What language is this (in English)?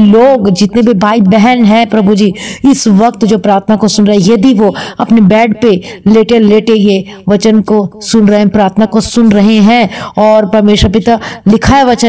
Hindi